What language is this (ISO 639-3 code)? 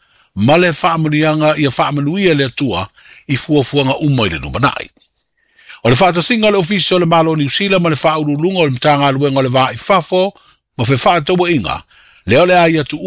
smo